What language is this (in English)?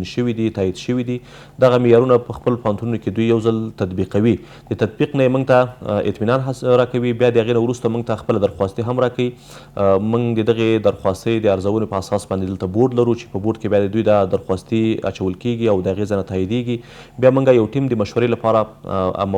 Pashto